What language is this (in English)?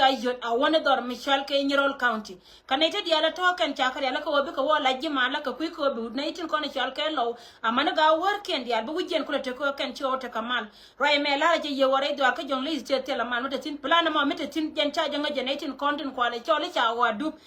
Nuer